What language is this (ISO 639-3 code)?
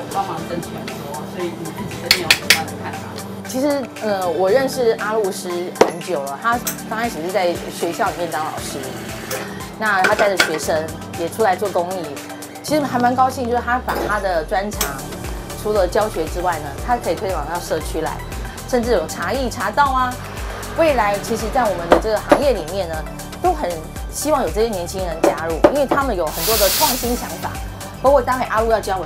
zho